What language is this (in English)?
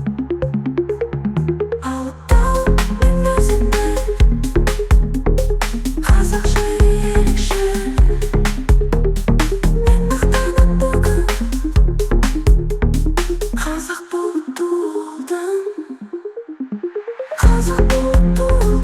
Kazakh